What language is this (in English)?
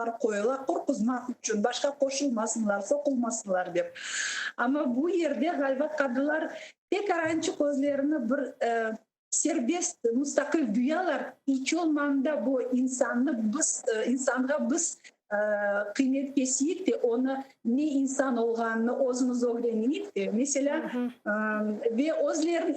Crimean Tatar